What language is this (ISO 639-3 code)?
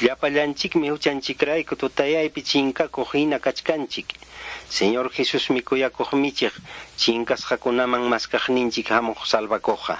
que